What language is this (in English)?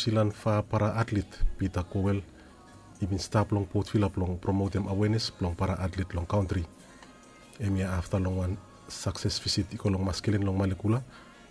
Bislama